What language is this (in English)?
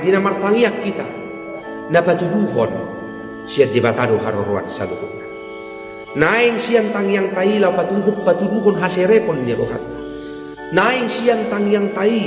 Batak Toba